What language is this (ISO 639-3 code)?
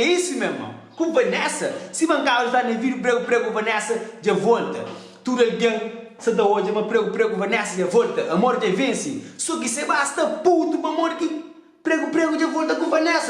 kea